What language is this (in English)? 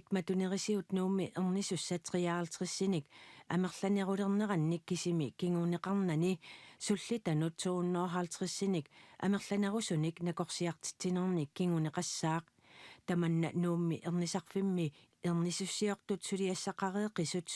Kalaallisut